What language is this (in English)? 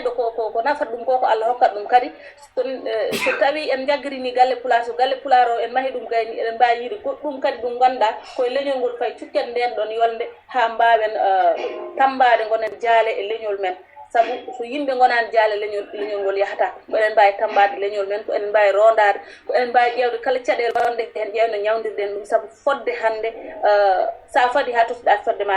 Fula